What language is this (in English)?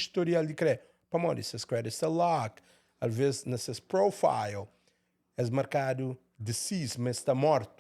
Kabuverdianu